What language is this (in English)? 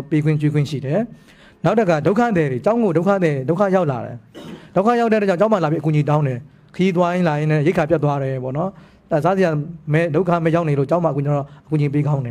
Burmese